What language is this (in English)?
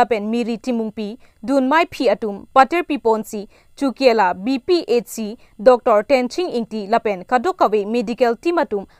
Karbi